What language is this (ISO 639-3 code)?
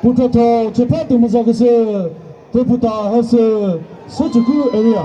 nri